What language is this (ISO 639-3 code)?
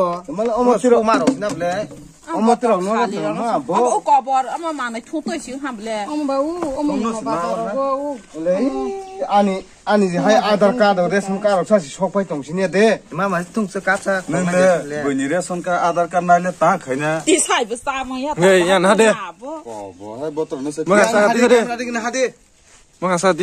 trp